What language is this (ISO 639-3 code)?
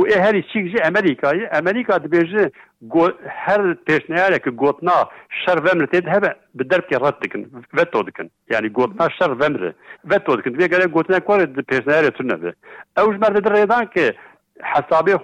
kur